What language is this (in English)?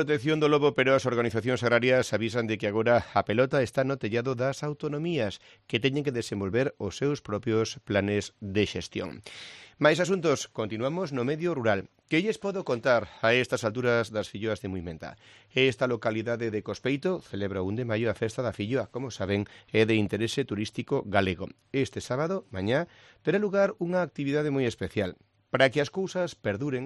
Galician